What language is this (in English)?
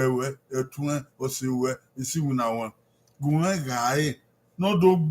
Bini